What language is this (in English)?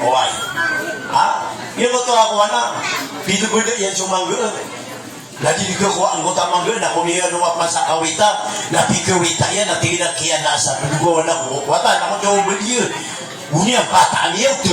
Maranao